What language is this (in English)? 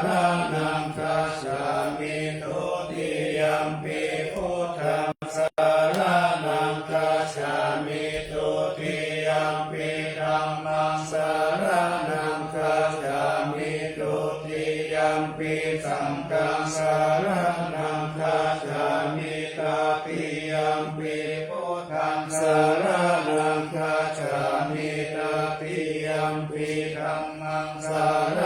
Pali